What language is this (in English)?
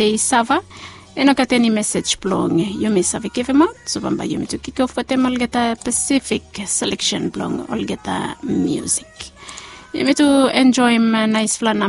Bislama